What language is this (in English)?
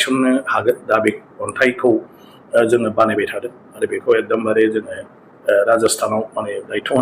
Bodo